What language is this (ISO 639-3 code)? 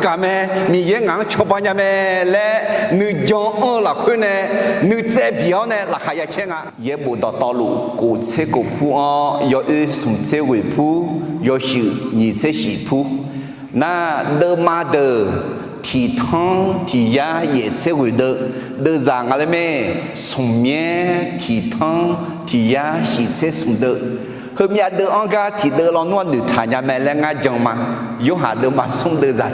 ahk